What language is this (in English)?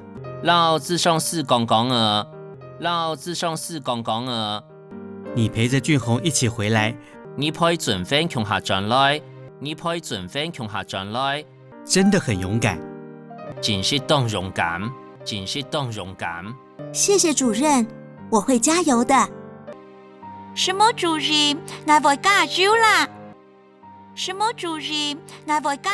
Hakka Chinese